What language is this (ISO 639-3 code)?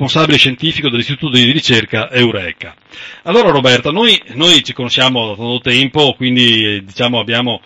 ita